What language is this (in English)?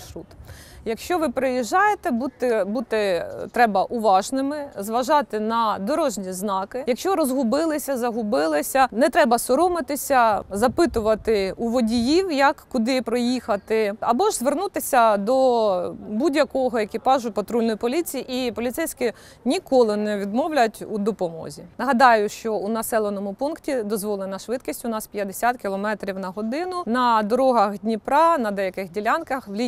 Ukrainian